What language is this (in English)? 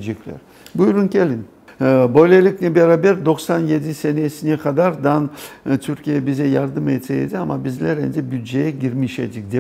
Crimean Tatar